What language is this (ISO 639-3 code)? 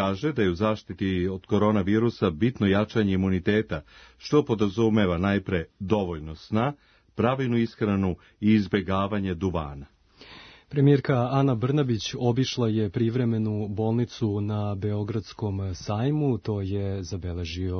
srp